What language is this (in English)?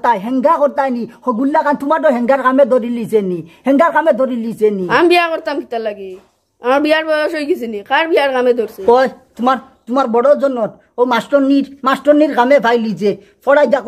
Sylheti